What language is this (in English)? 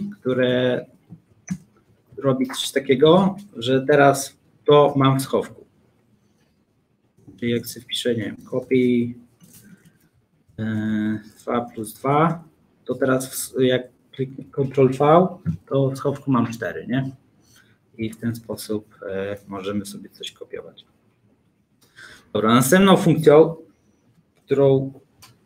Polish